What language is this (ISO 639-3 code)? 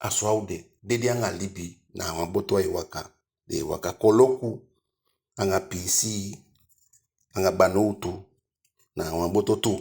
djk